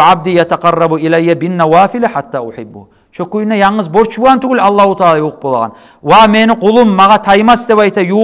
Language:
Kumyk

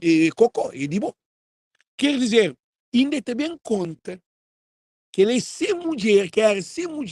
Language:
Kabuverdianu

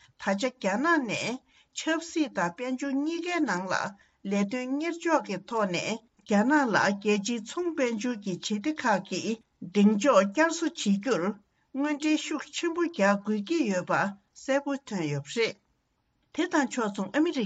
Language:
Tibetan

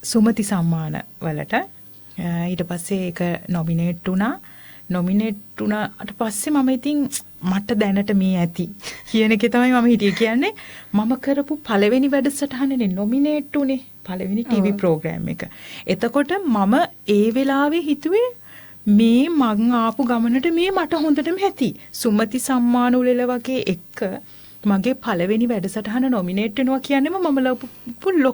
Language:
Sinhala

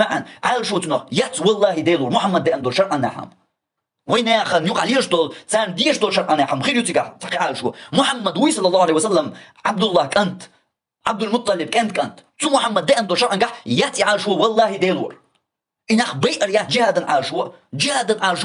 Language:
Chechen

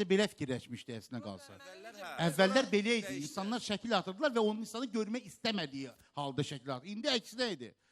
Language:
Azerbaijani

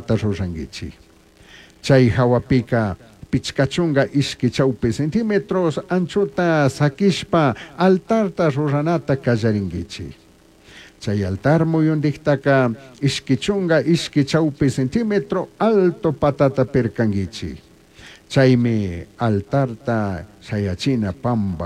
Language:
Chimborazo Highland Quichua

